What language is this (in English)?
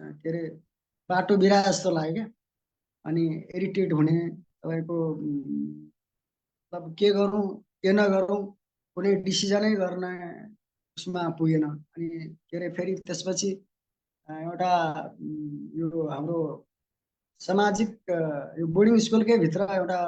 Nepali